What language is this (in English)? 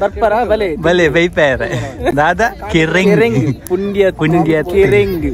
Tulu